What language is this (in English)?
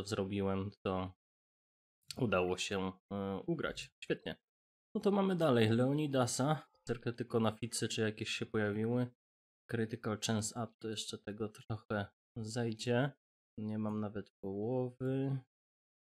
Polish